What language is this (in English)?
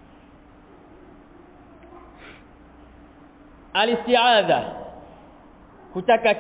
Swahili